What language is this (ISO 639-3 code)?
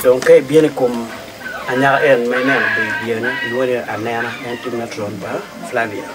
ach